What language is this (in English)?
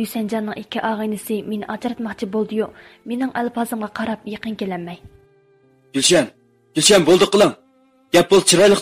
Uyghur